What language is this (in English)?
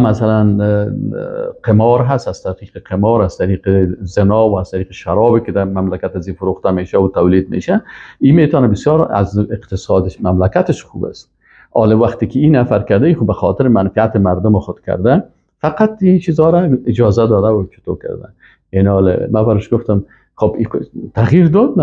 Persian